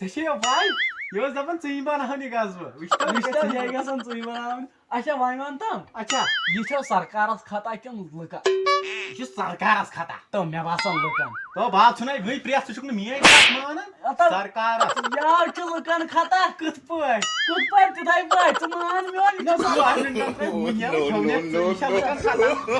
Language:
Kashmiri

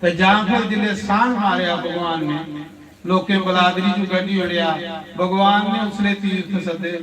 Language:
Dogri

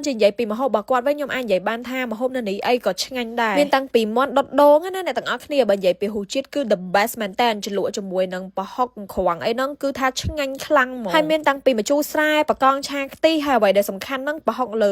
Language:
Khmer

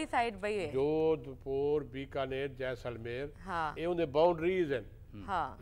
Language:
Saraiki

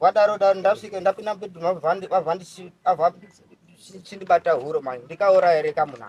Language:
Shona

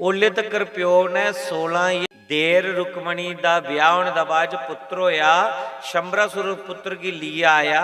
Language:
Dogri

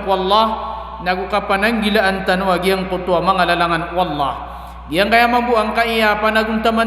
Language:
Maranao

